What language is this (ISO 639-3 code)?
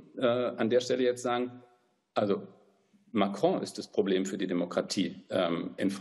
deu